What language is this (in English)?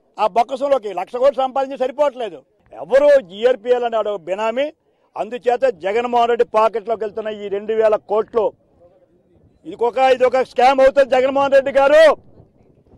Telugu